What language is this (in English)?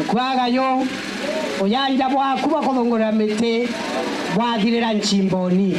Meru